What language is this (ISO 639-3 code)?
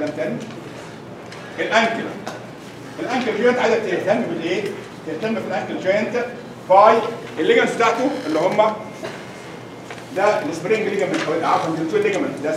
arz